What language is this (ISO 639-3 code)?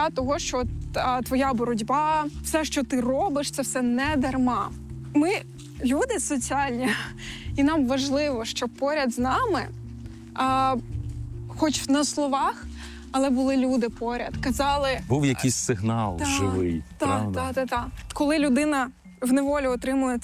ukr